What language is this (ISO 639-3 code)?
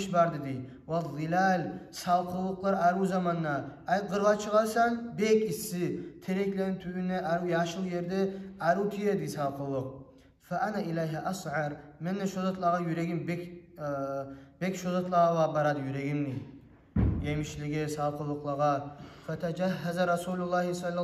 kum